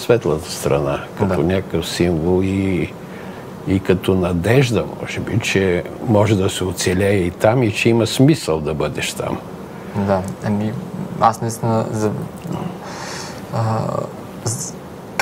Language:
Bulgarian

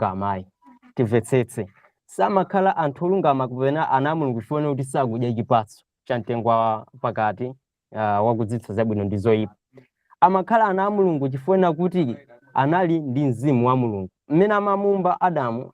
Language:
Nyanja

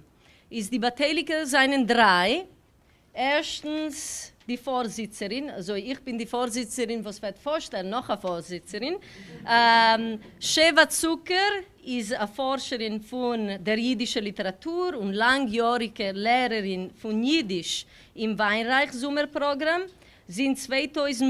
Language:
Yiddish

